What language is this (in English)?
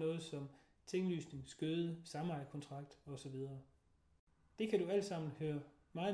Danish